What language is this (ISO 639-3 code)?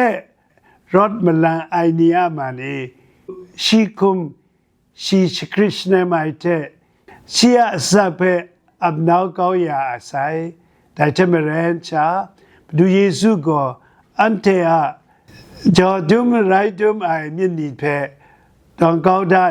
kac